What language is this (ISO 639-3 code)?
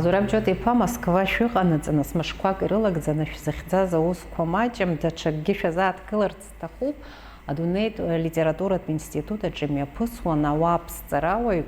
abk